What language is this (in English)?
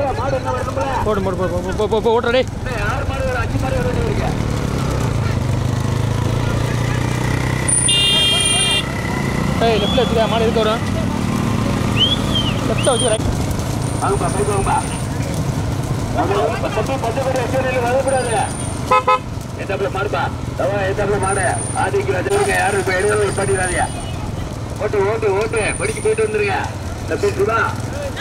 Tamil